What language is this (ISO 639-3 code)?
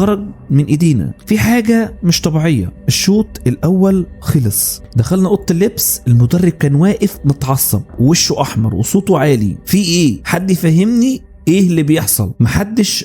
arz